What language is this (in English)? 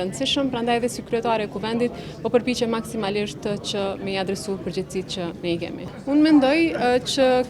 Albanian